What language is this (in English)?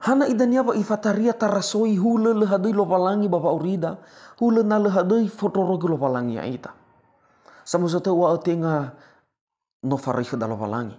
Nias